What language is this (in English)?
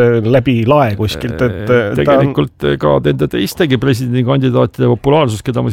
Estonian